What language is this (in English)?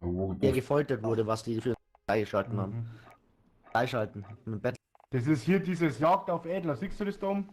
Bavarian